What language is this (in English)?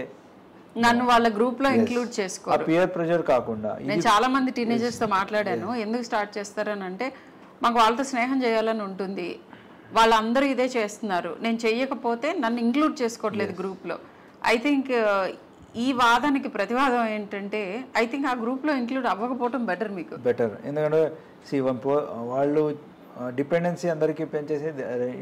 Telugu